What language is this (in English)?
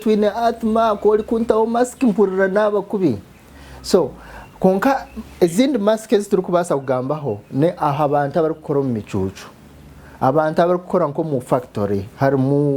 Nyankole